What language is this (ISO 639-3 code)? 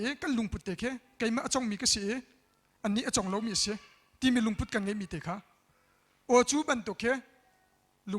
cnh